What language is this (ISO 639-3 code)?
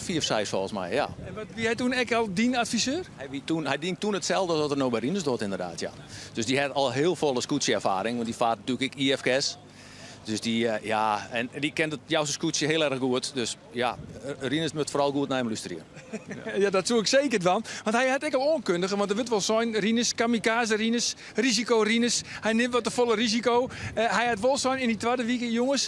fry